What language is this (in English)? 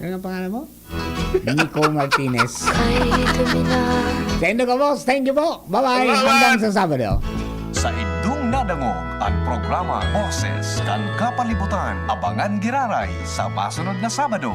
Bikol